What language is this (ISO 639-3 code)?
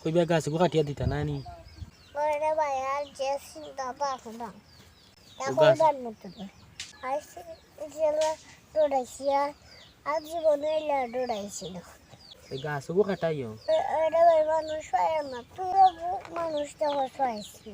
syl